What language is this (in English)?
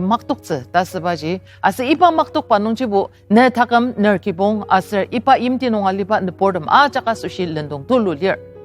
Ao Naga